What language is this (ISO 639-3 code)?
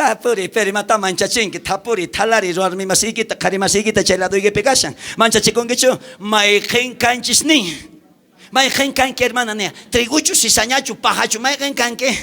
quh